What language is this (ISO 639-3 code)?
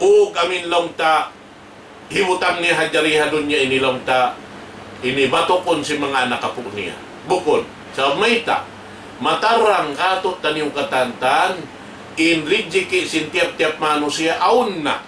tsg